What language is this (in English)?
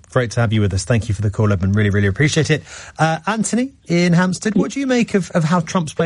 English